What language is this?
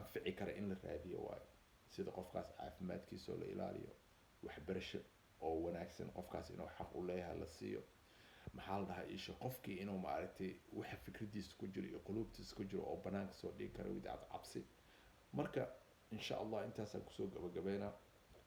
Somali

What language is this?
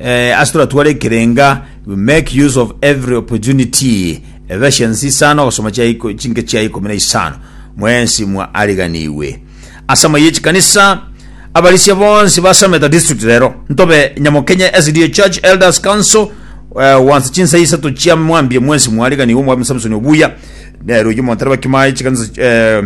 Gusii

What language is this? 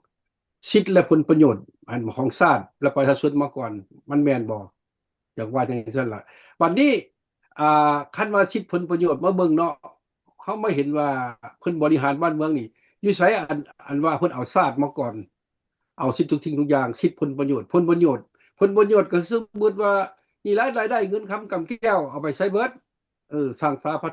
Lao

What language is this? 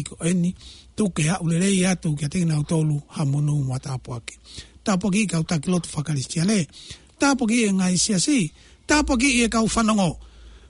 Tongan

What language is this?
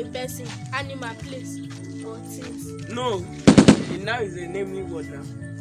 Nigerian Pidgin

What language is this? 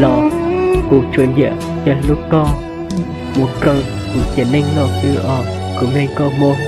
Hmong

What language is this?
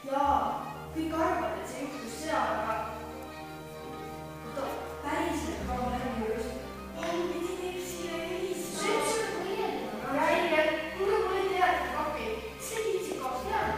Estonian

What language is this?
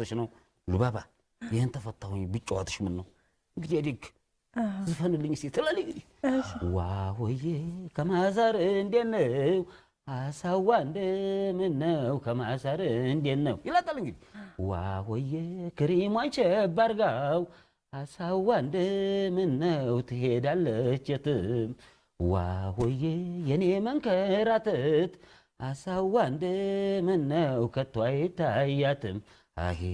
Amharic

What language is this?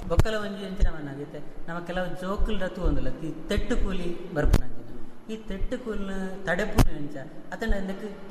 Tulu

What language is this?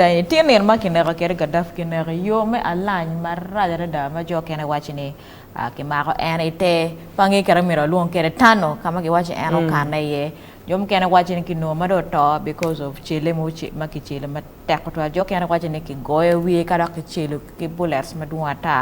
Acoli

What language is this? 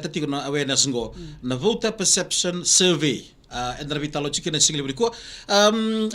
Fijian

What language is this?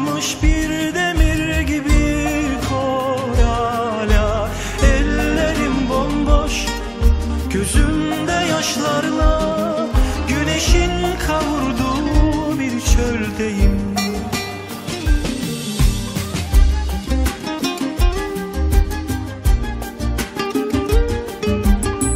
Turkish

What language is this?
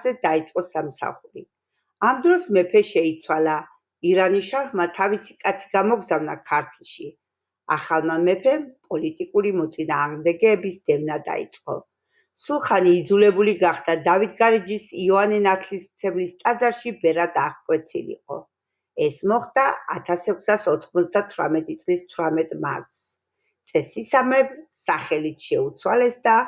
Georgian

